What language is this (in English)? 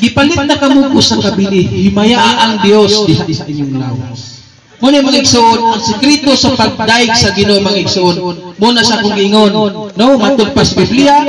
Cebuano